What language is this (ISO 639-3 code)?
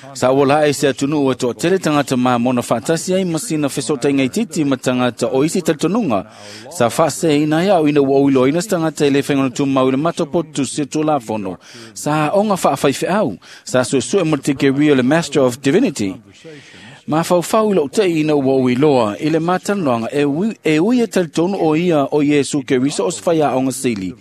smo